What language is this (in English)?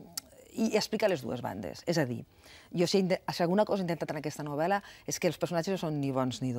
Catalan